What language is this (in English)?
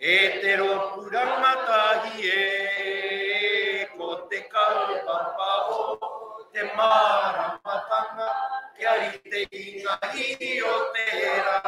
Māori